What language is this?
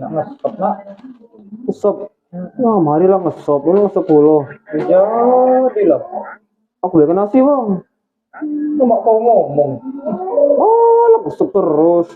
Musi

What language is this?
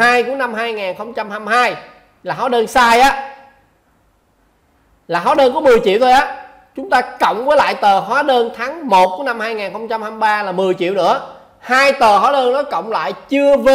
Vietnamese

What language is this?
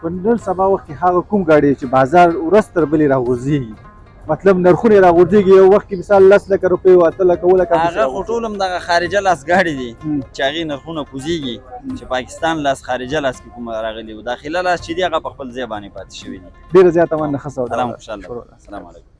Pashto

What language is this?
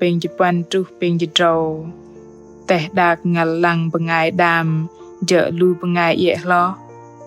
Bahnar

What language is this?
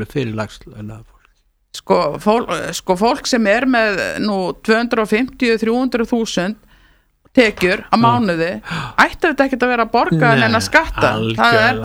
Icelandic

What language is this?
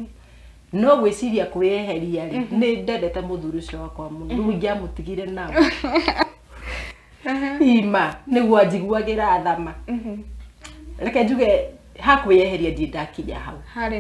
Kikuyu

